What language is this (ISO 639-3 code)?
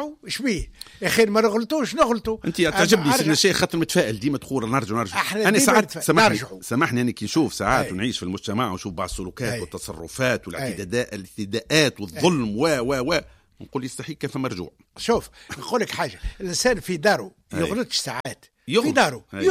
aeb